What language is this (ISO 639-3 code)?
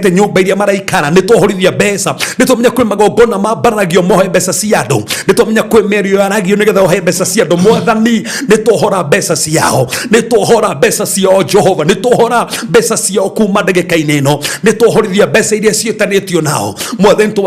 kik